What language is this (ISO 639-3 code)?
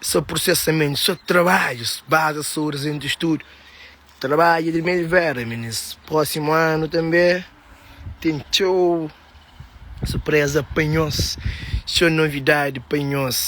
kea